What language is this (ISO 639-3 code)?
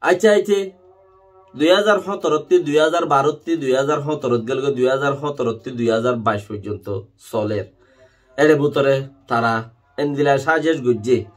rhg